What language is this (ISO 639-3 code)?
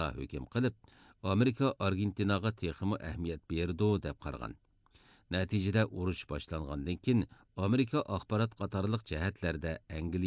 uig